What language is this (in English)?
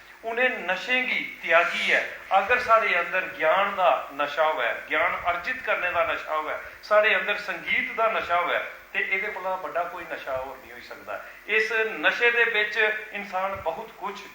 Dogri